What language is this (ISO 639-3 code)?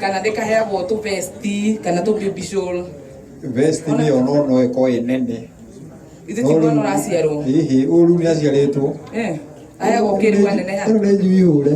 kik